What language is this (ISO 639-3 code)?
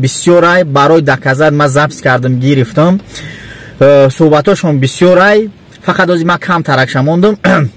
tgk